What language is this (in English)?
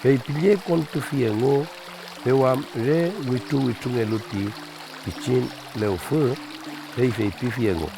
Mapuche